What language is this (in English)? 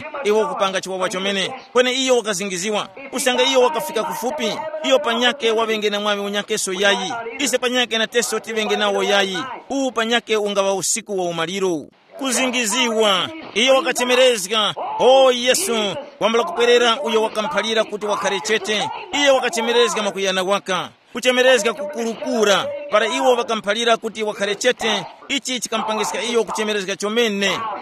Tumbuka